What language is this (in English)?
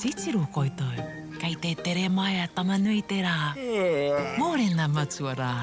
Māori